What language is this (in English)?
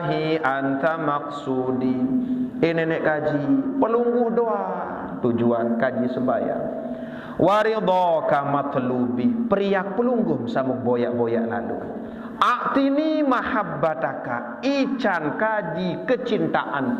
Sasak